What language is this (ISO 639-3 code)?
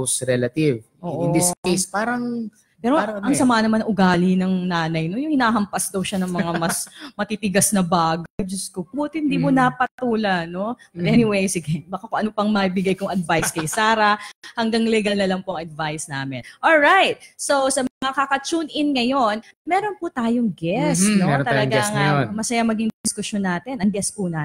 fil